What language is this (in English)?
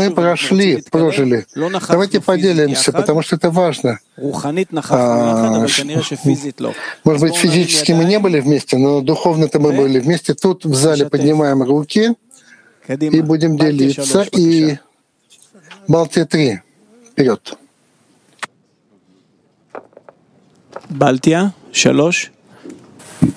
Russian